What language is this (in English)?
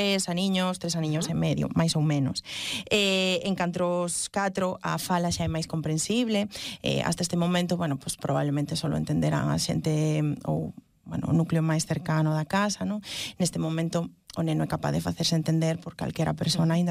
Galician